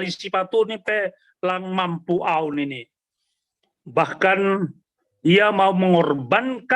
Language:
Batak Simalungun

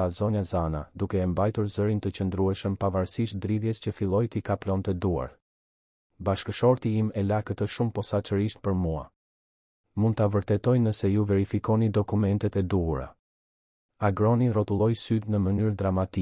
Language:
Albanian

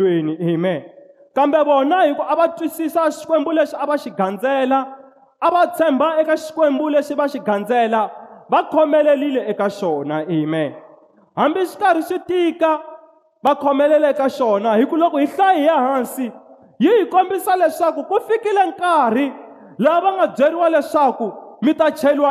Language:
Tsonga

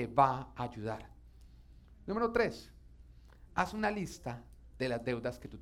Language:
Spanish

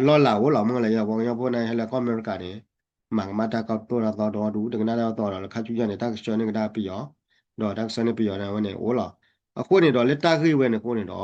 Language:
S'gaw Karen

